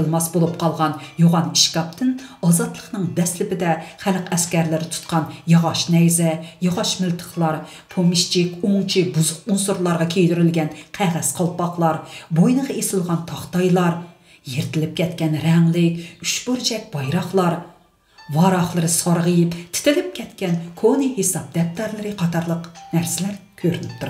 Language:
Uyghur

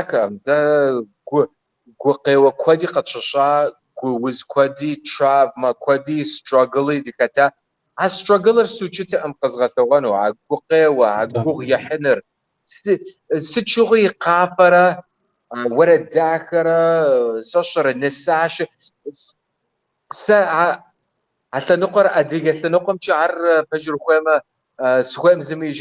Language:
Kabardian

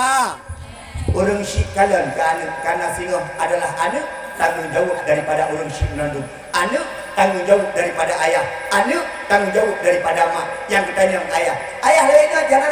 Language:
Achinese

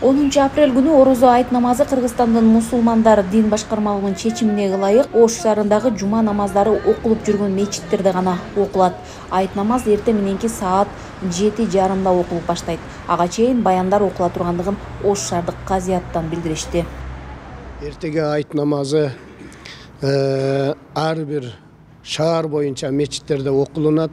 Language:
Kyrgyz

